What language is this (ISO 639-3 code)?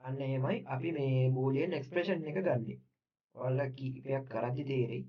sin